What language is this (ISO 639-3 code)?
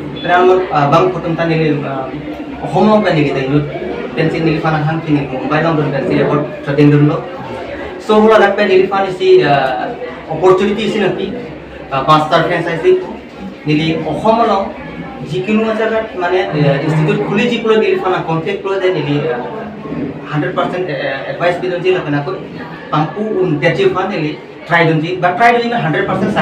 mjw